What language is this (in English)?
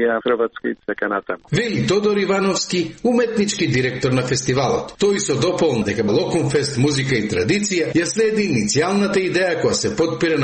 Macedonian